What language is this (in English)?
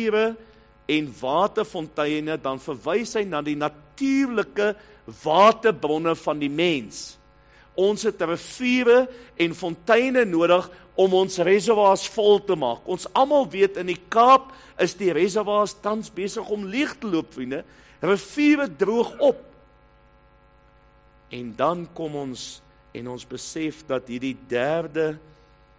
Afrikaans